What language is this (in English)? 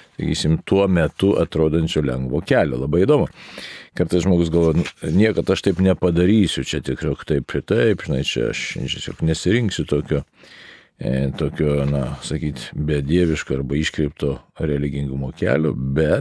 Lithuanian